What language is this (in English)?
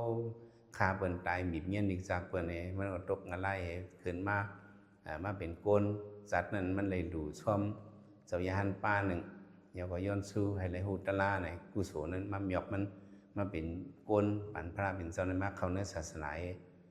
Shan